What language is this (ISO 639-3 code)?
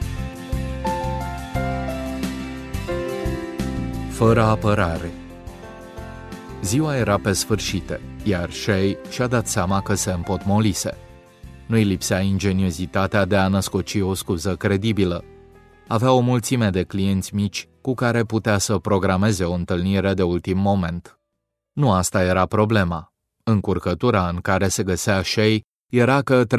ron